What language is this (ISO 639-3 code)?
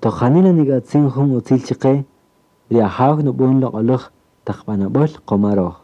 cak